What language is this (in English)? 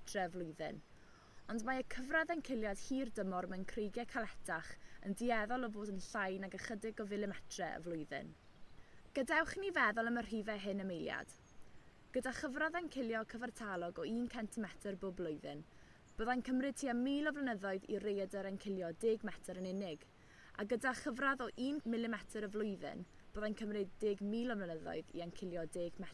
Welsh